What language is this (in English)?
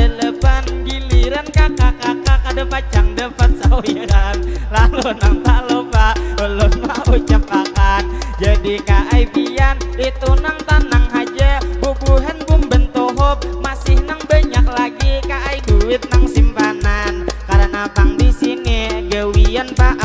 Banjar